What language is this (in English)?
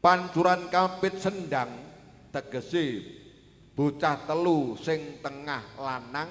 Javanese